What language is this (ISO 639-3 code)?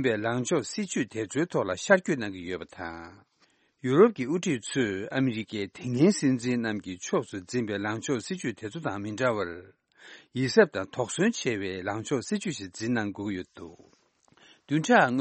bod